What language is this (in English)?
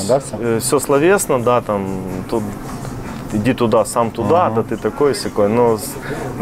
Russian